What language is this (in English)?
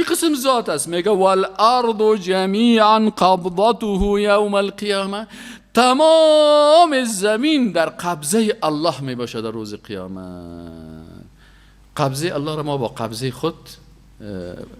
Persian